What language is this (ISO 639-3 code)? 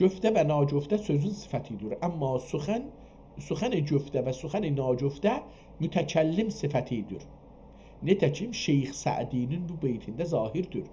azb